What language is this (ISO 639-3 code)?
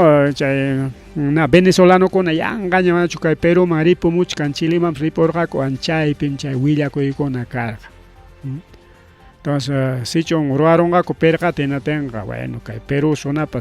quy